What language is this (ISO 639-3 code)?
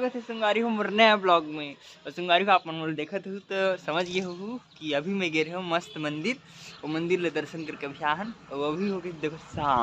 hne